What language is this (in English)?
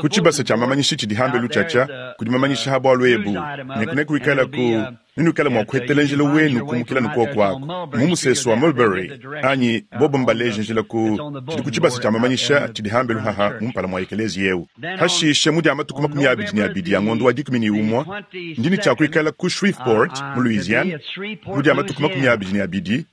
Luba-Lulua